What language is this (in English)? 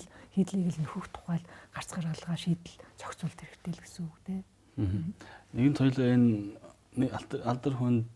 Mongolian